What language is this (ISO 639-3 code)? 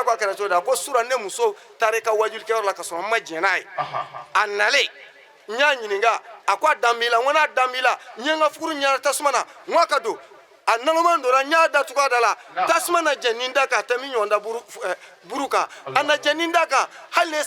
bam